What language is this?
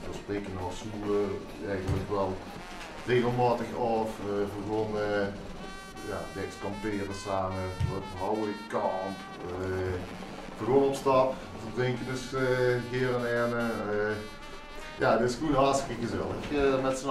Limburgish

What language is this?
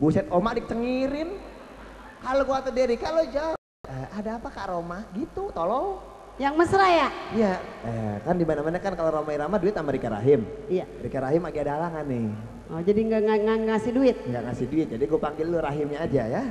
Betawi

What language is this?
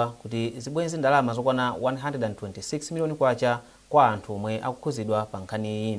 Nyanja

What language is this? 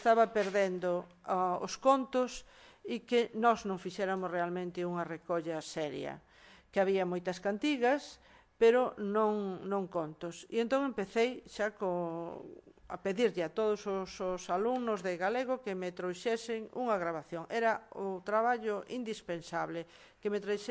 Galician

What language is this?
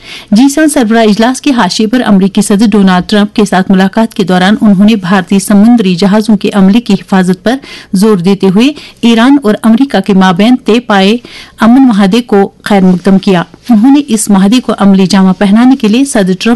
Urdu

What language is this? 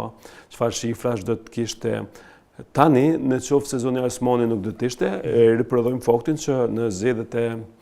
Albanian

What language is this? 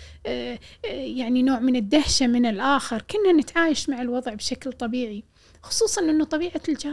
Gulf Arabic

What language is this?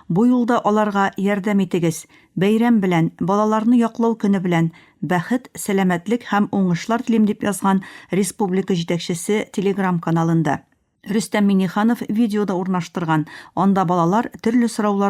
Tatar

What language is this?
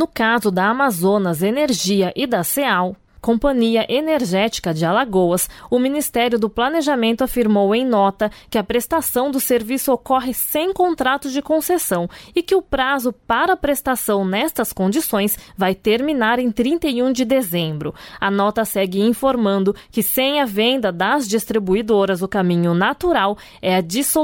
Portuguese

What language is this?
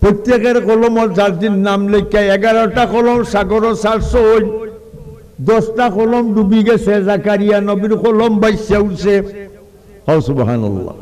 Sylheti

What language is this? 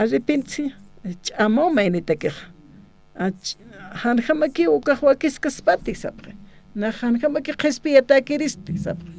Aymara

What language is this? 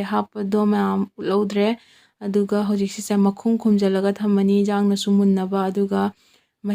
Manipuri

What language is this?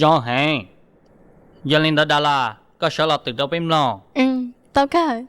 Hmong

